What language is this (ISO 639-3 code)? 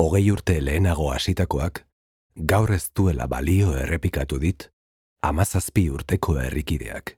eus